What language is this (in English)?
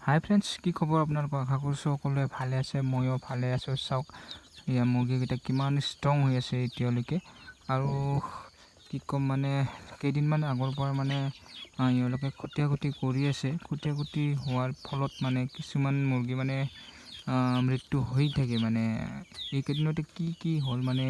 Assamese